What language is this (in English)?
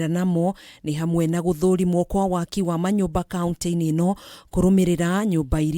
Kikuyu